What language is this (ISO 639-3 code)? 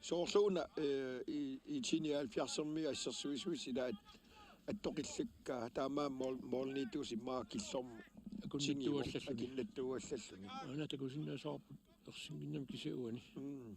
kal